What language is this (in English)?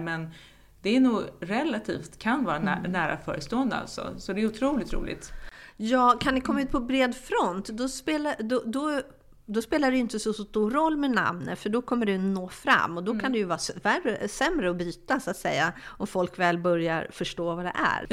Swedish